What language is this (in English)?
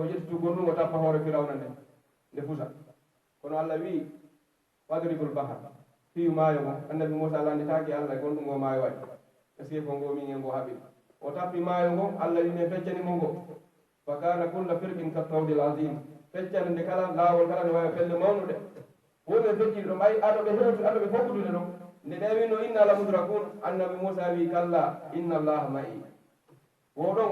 Pular